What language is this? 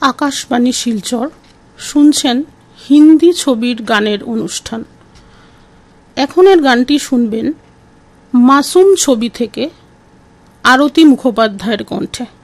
Bangla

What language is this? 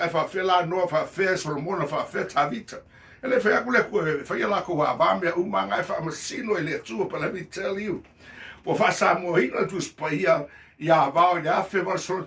Samoan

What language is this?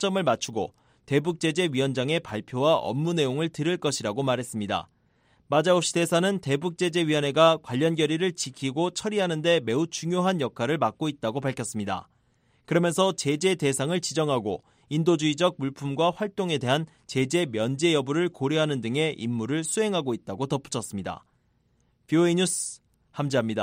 Korean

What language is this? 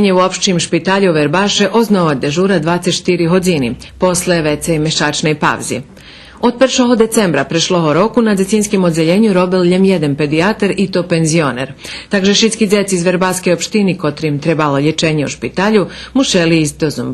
Rusyn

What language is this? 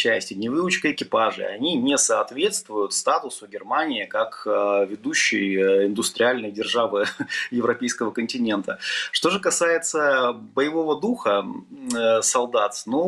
Russian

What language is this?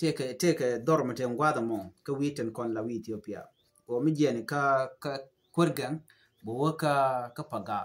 Nuer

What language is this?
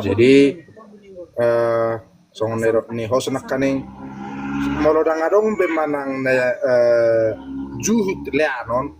Batak Toba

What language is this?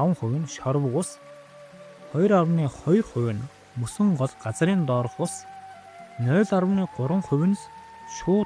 Mongolian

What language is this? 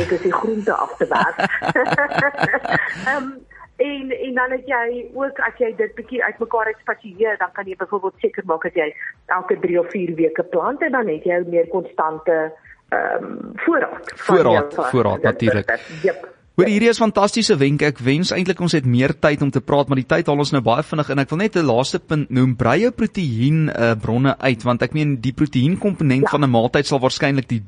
Afrikaans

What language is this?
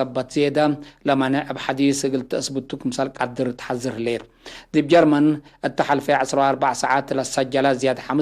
Tigre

